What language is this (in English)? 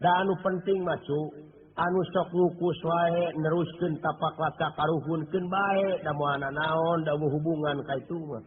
Sundanese